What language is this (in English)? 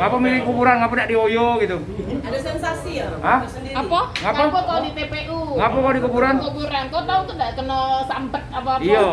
Musi